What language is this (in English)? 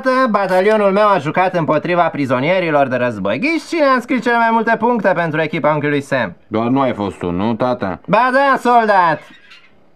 Romanian